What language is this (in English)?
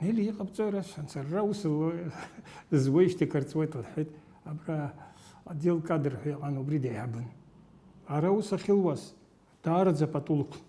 Abkhazian